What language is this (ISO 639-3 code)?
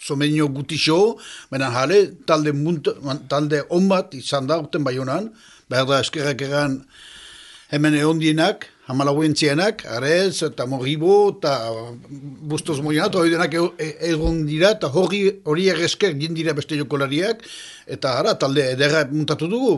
eus